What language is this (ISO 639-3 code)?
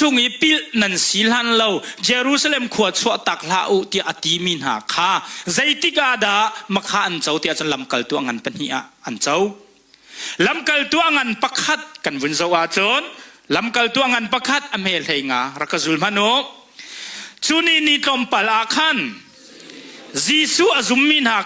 cnh